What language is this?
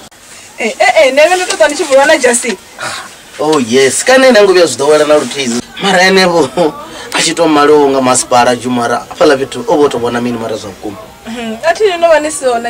Venda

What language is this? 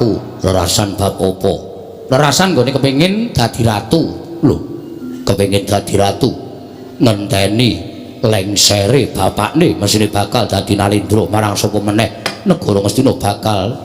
Javanese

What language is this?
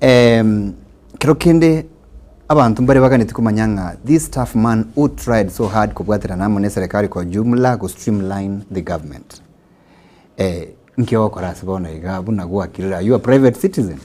Gusii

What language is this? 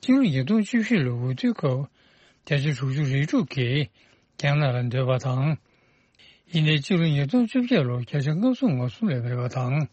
Tibetan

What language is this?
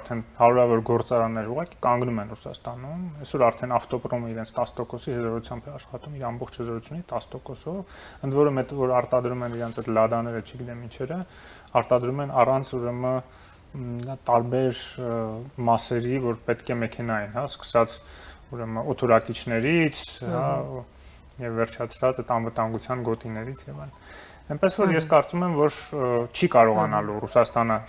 Armenian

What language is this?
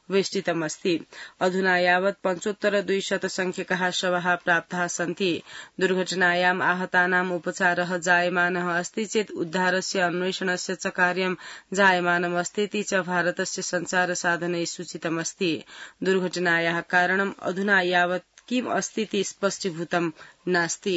Sanskrit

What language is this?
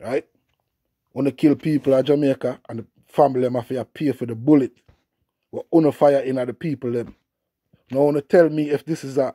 Jamaican Creole English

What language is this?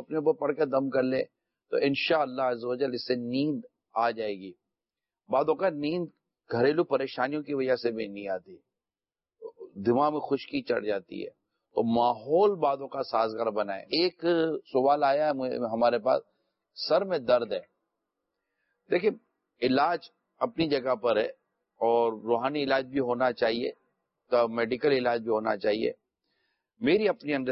Urdu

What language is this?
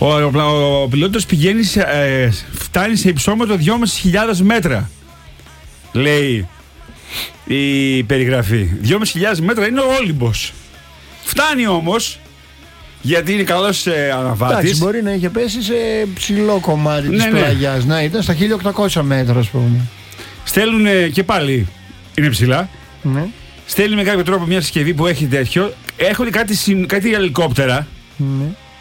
Greek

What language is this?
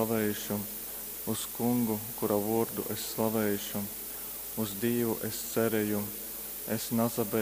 Latgalian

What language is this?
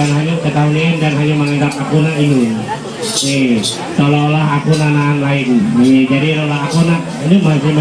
Ma'anyan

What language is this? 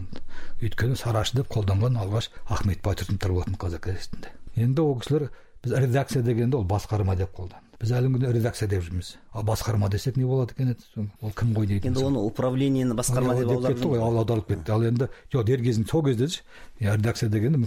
Kazakh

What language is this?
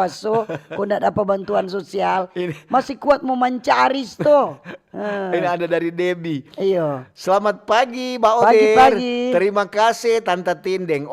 Manado Malay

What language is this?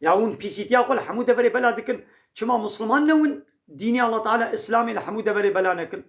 Kurdish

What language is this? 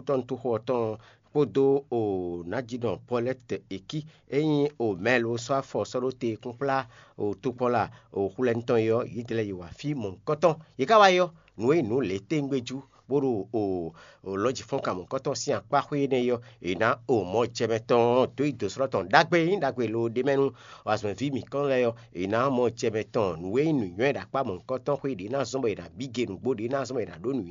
Fon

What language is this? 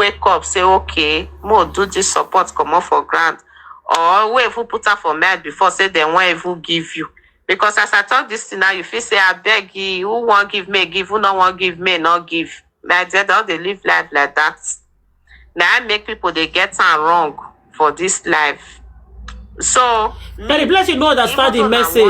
Nigerian Pidgin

